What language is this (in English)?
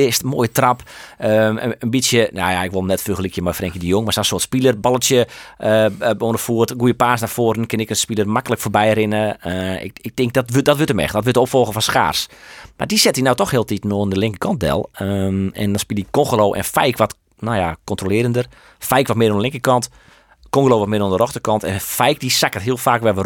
Western Frisian